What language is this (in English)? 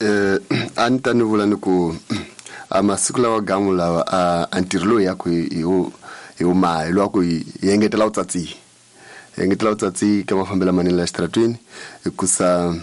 Tsonga